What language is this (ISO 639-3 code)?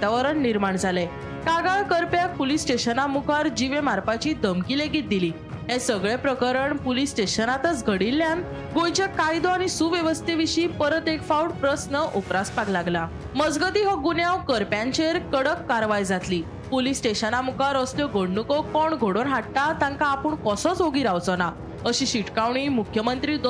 kok